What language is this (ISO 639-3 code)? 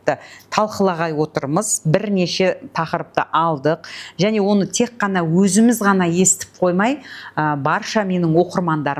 kaz